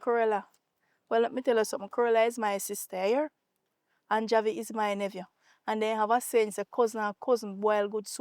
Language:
Jamaican Creole English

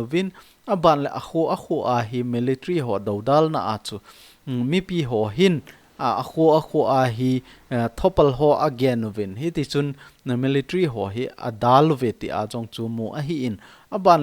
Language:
Thado Chin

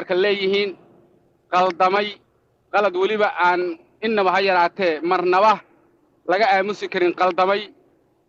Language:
Somali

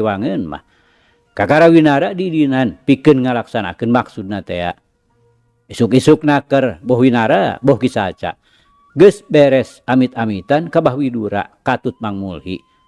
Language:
Sundanese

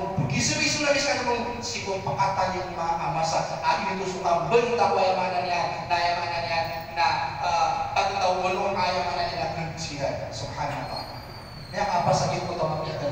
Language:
Maranao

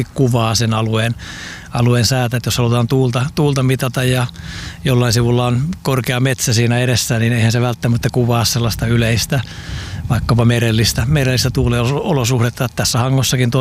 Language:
Finnish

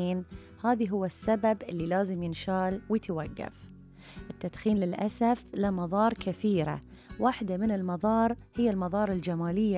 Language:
Gulf Arabic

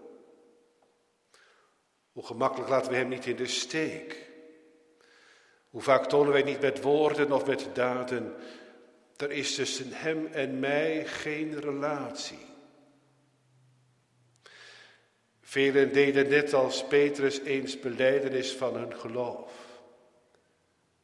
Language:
Dutch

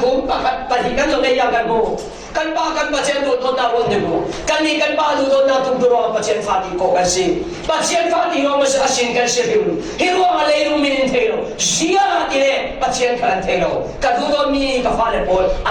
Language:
Falam Chin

